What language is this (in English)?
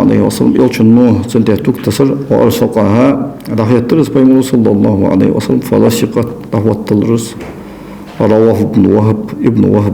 Ingush